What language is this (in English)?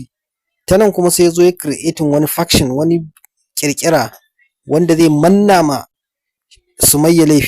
Hausa